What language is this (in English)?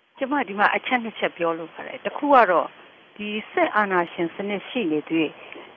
Burmese